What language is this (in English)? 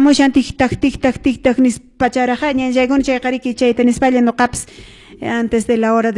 Quechua